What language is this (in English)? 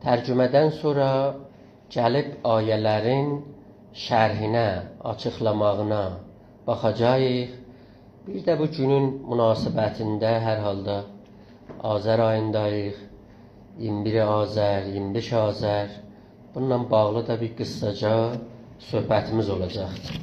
South Azerbaijani